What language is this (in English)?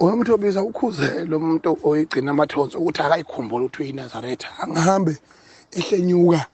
Zulu